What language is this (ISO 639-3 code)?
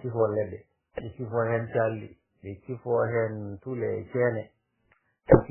ful